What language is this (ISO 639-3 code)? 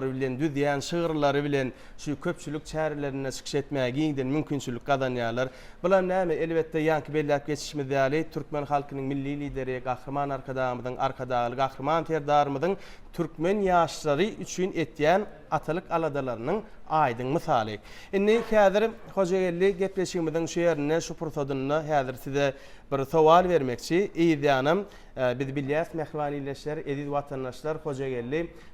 tuk